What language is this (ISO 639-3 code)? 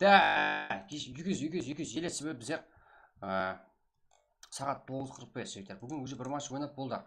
kaa